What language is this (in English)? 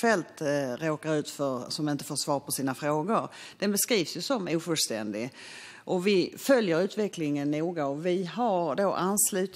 Swedish